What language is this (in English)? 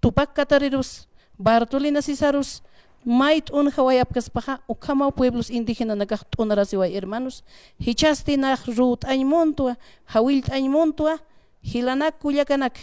Aymara